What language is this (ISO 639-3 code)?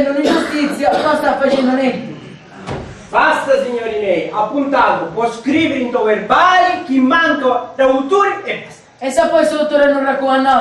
scn